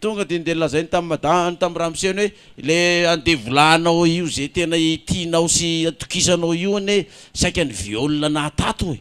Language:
Malagasy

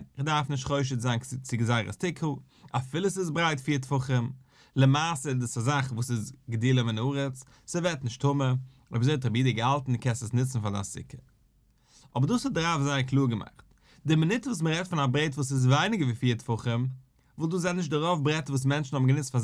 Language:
Yiddish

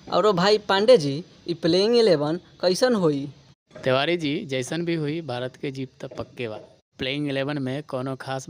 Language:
Bhojpuri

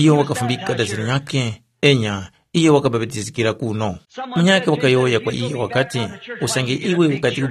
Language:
Tumbuka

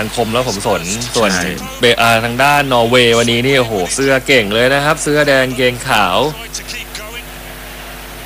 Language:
Thai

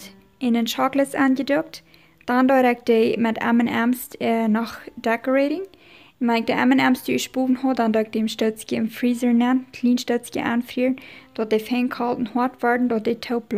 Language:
Plautdietsch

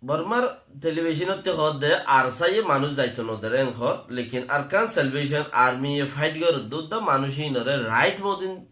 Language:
Rohingya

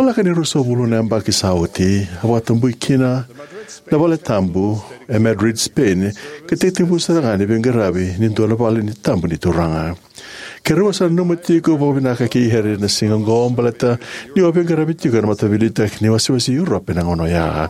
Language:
Fijian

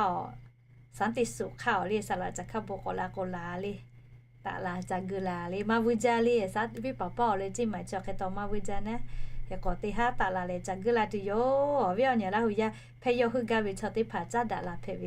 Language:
Lahu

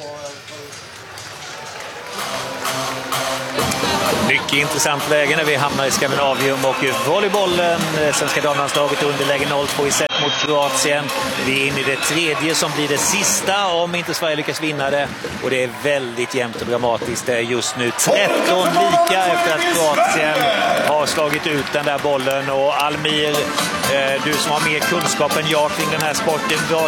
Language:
Swedish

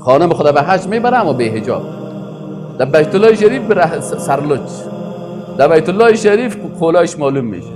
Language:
Persian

